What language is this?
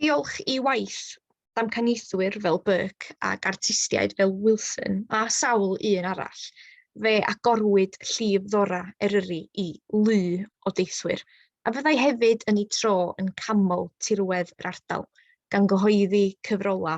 Welsh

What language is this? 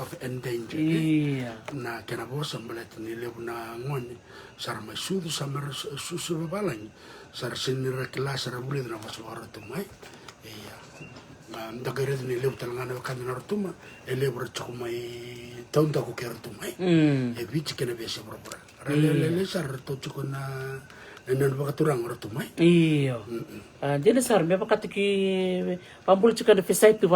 Fijian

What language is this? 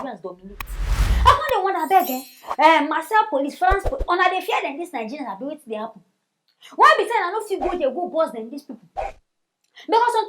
Nigerian Pidgin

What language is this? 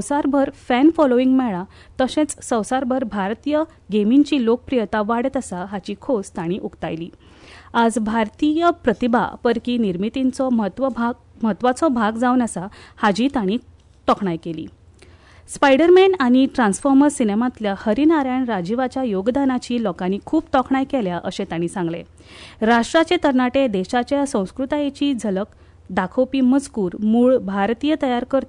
Konkani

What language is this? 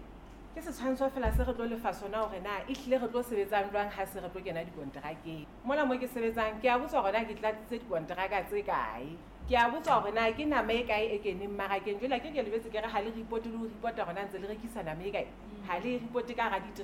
Southern Sotho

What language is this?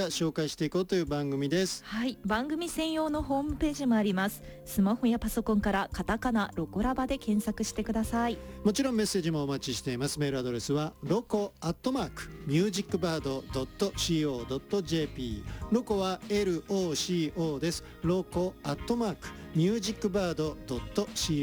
Japanese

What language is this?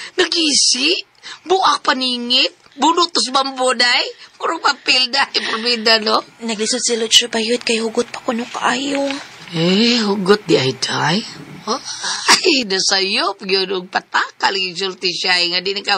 Cebuano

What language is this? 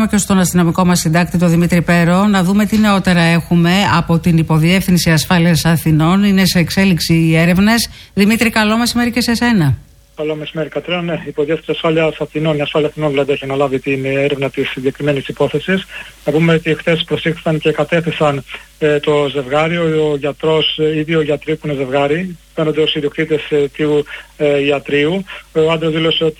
Greek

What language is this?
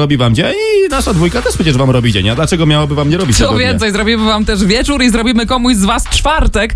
Polish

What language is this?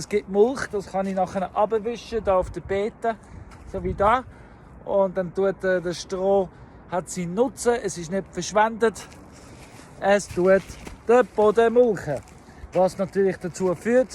Swiss German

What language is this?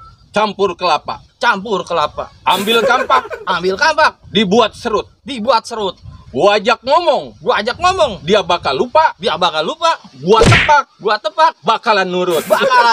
Betawi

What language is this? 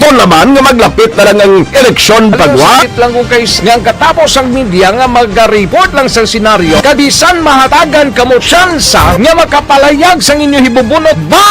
Hiligaynon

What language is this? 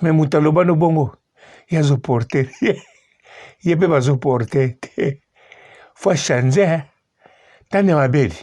Lingala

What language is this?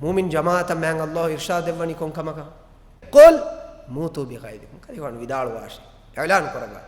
Divehi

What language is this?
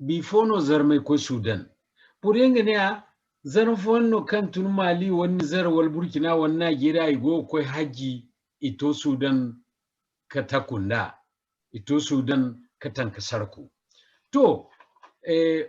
Zarma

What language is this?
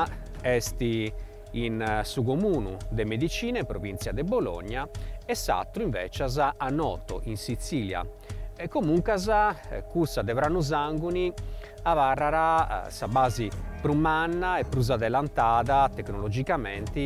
Sardinian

